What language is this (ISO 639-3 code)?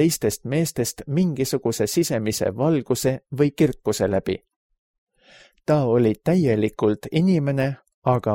est